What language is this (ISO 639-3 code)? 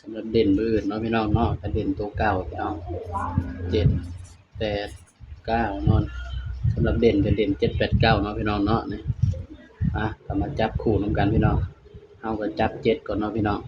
tts